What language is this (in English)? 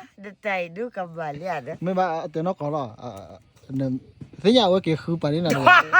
S'gaw Karen